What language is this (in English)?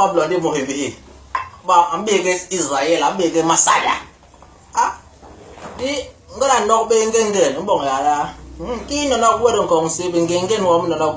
Basaa